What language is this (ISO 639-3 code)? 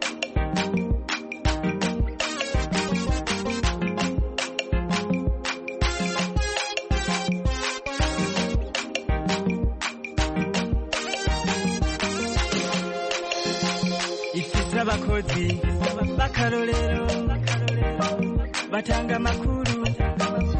kin